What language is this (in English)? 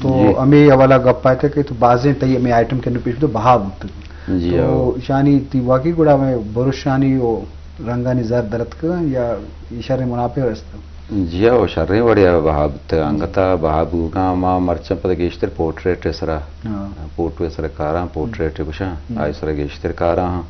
Eastern Balochi